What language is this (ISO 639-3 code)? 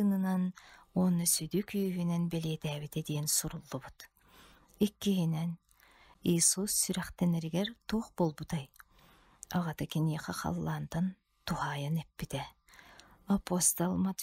sah